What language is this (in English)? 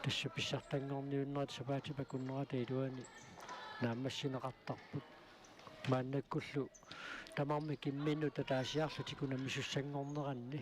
Kalaallisut